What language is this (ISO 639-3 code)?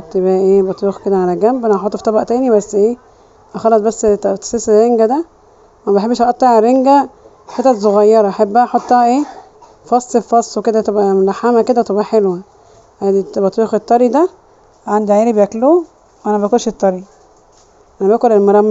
arz